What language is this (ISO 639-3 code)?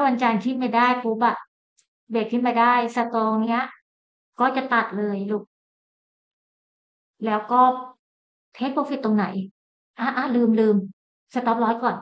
tha